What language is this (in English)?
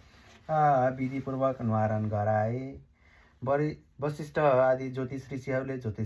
Nepali